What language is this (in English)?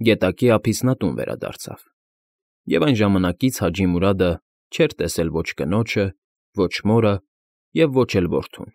Armenian